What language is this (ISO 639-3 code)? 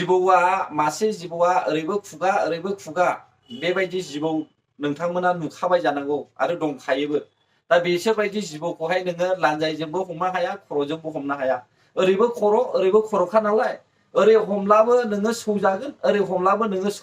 brx